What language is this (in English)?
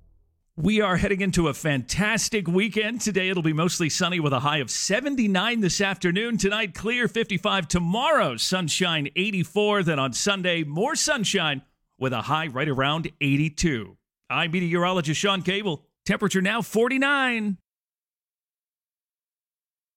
English